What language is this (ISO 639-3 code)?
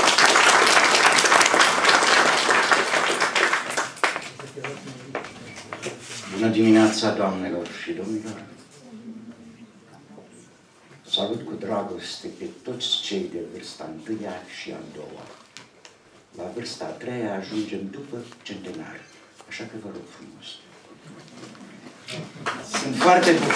ron